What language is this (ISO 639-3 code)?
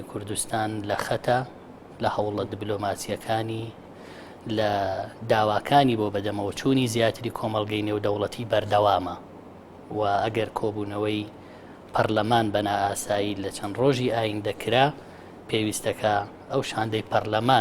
ckb